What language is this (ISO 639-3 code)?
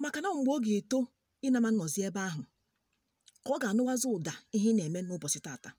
ibo